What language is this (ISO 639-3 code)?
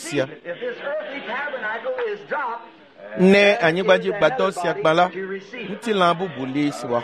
ewe